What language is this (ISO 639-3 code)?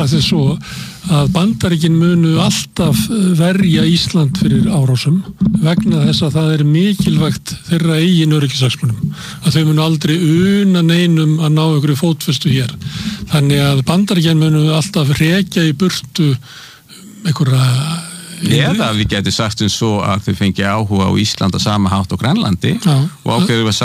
isl